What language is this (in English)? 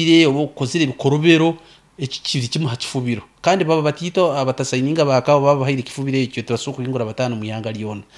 Nyankole